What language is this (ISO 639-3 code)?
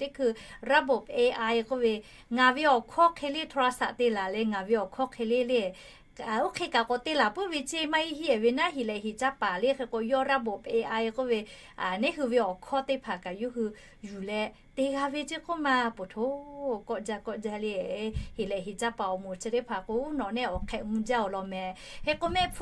lhu